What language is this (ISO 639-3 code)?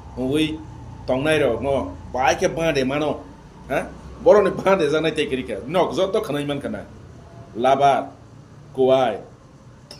trp